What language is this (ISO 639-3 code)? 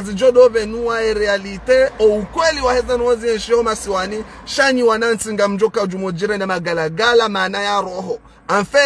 zdj